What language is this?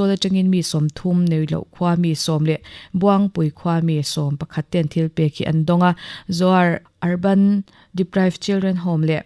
Mizo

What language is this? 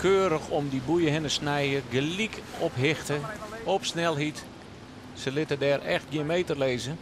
Western Frisian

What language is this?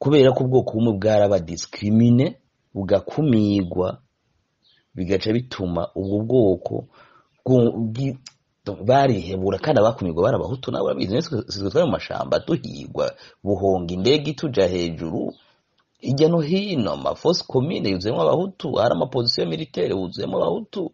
Rundi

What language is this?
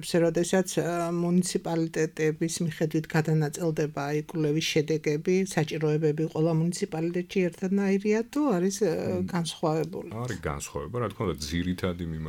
Georgian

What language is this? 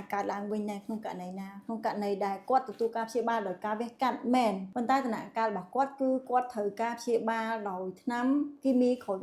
Khmer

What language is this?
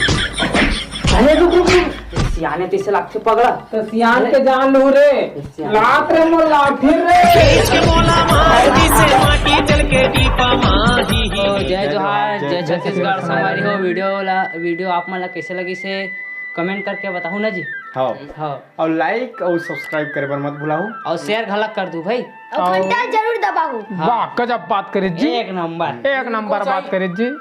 Chhattisgarhi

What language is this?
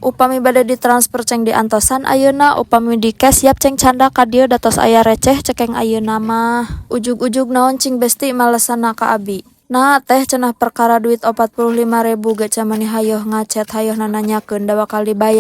Sundanese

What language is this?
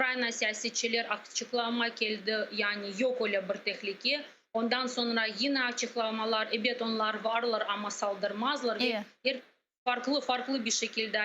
Crimean Tatar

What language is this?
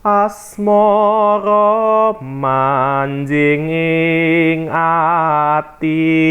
Javanese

